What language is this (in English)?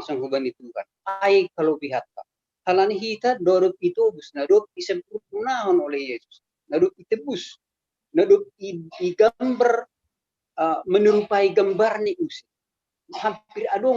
Batak Simalungun